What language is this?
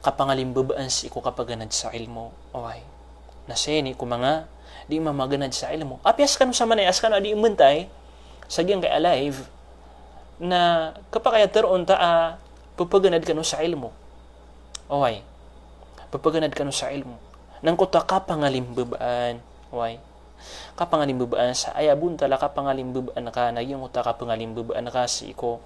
Maranao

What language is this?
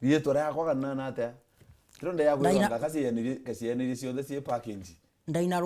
Meru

